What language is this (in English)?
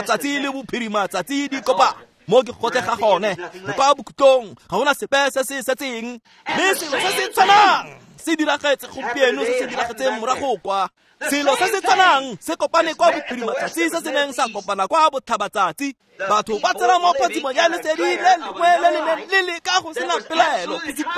Tswana